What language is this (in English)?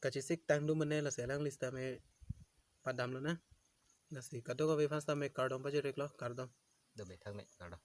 Karbi